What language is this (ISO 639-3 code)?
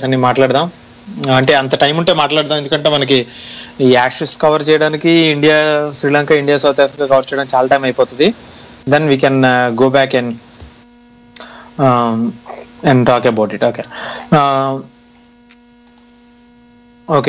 tel